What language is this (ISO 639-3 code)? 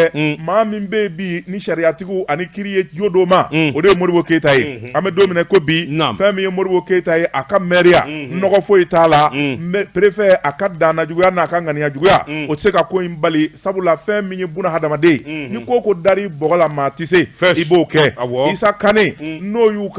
bam